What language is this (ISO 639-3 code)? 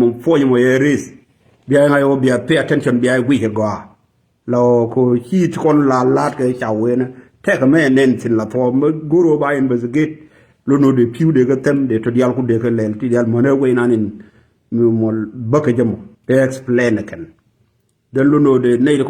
nus